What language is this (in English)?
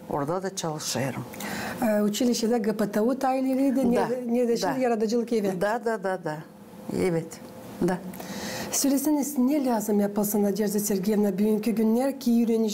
Gagauz